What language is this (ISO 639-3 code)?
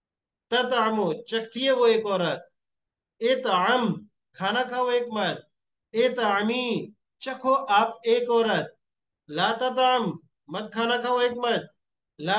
urd